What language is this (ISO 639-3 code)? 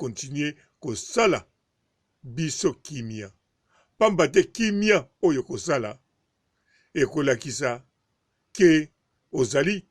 lin